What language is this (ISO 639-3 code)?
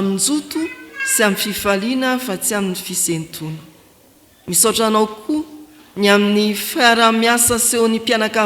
mlg